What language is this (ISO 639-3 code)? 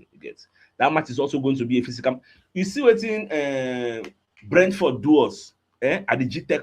pcm